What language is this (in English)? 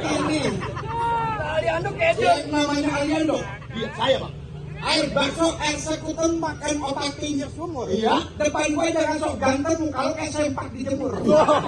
Betawi